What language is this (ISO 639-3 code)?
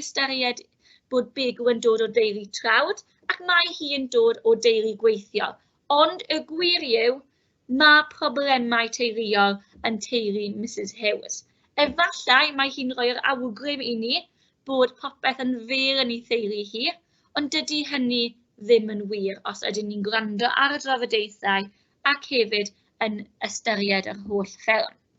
cym